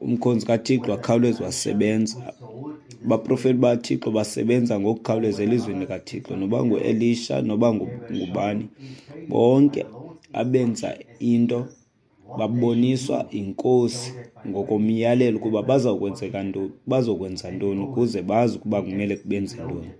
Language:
Xhosa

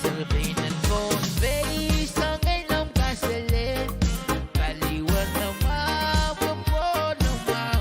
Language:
Pohnpeian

